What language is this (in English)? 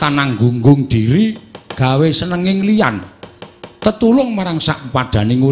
Javanese